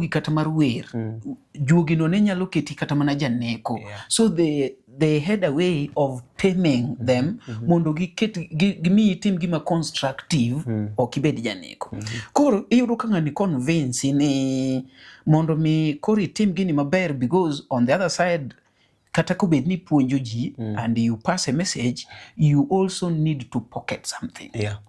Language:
Luo (Kenya and Tanzania)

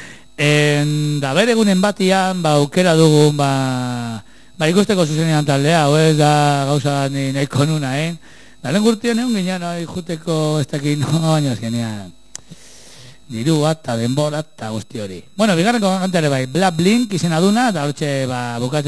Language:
Basque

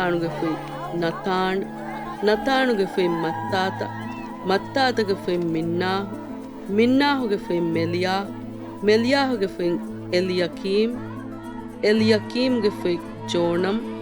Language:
Divehi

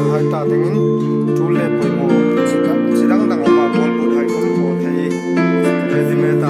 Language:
Hmar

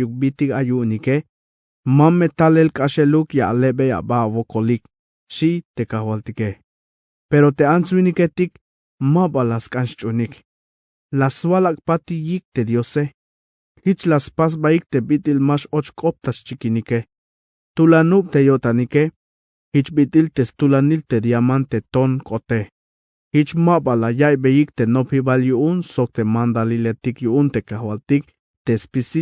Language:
Tzeltal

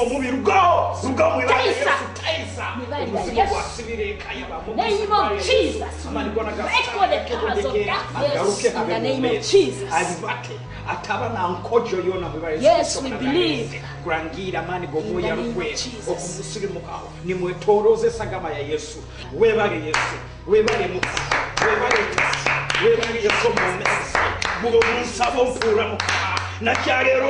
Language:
Nyoro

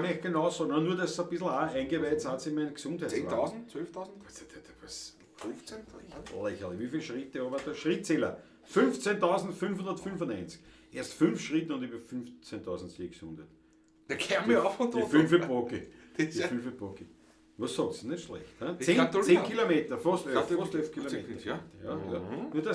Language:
Bavarian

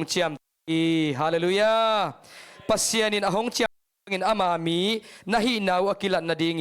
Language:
Tedim Chin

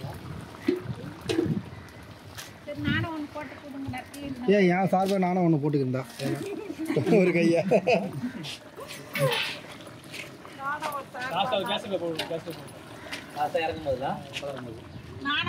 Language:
Tamil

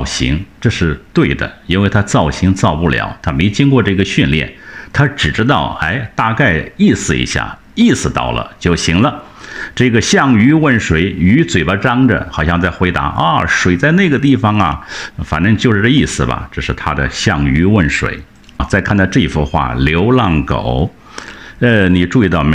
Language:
Chinese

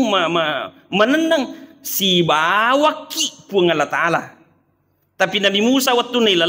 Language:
Buginese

